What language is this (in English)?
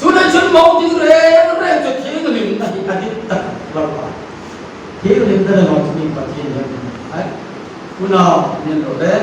Hmar